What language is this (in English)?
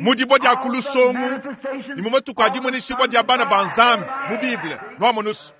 Luba-Lulua